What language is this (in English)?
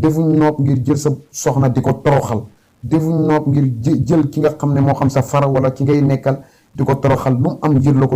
Wolof